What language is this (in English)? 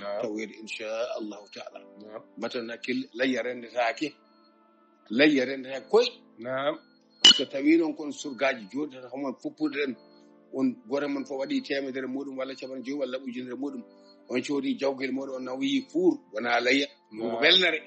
Fula